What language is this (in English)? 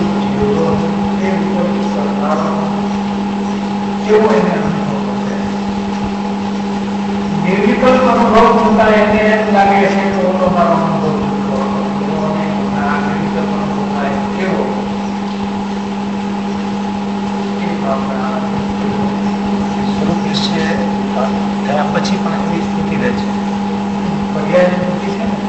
Gujarati